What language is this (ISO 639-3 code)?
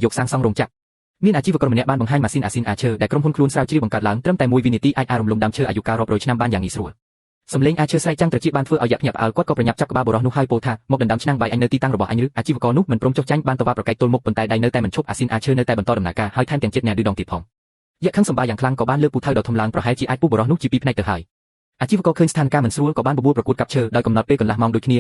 khm